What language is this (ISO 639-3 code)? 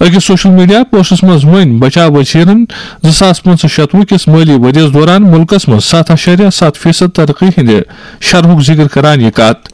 kas